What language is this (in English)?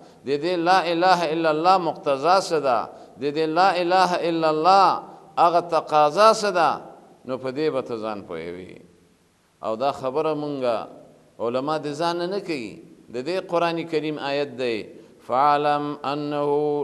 Pashto